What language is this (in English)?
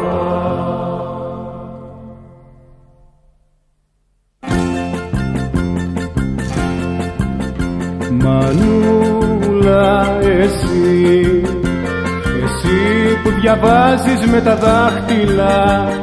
Greek